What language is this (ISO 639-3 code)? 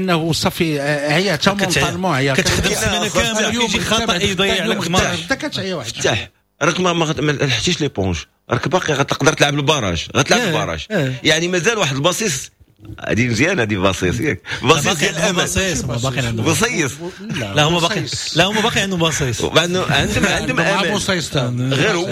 ary